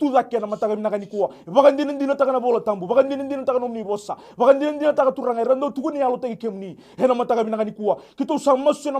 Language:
Fijian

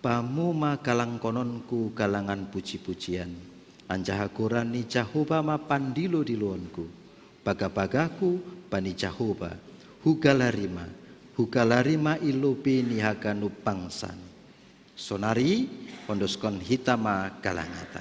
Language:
Batak Simalungun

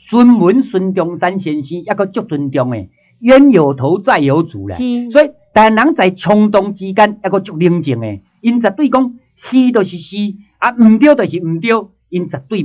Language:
Min Nan Chinese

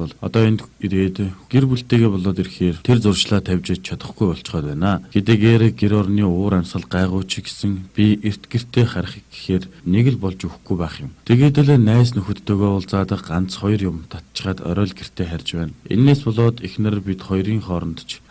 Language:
Mongolian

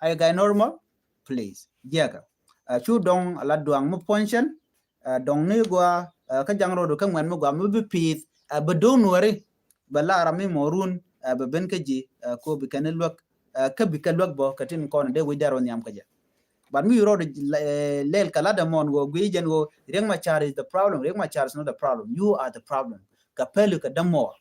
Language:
Nuer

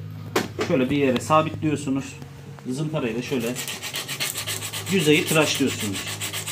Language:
Turkish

